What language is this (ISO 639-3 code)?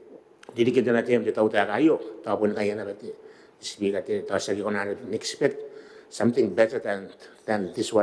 gil